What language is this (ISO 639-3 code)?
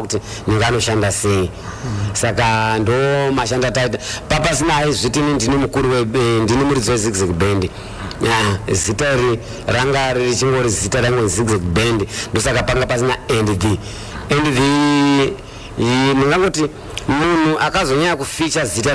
sna